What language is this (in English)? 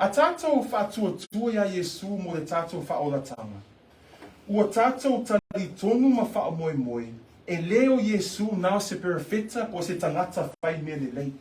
Samoan